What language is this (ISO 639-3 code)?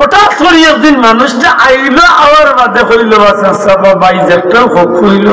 syl